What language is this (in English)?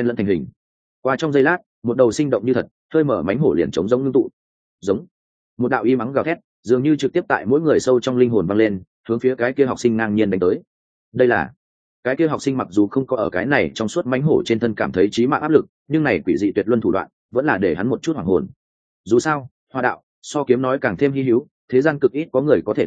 Vietnamese